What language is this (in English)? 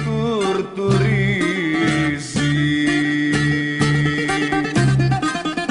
Greek